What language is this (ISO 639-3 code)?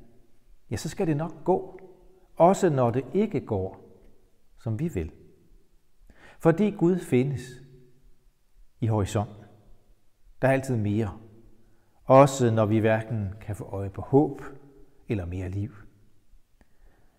dan